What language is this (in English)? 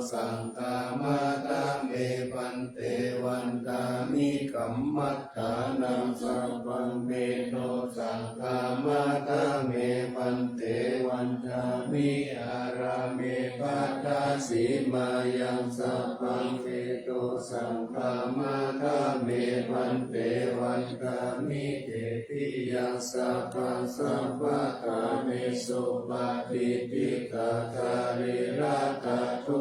Pali